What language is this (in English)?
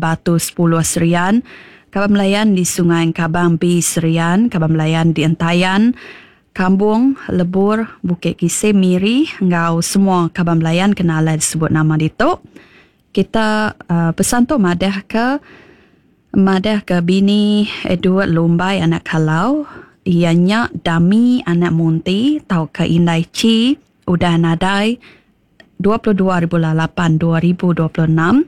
Iban